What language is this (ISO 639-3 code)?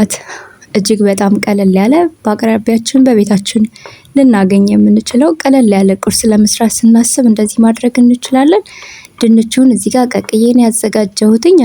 amh